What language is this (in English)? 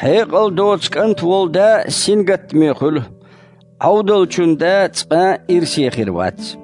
Chechen